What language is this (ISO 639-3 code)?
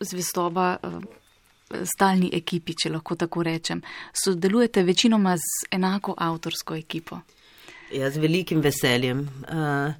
slv